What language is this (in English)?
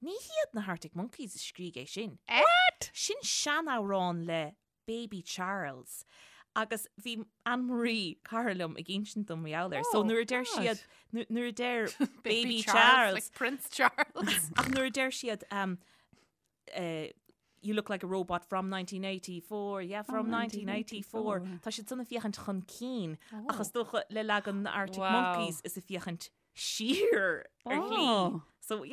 Irish